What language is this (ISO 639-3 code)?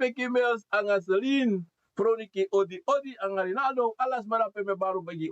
srn